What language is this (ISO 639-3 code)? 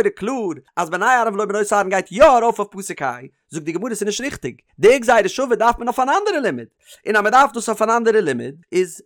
yid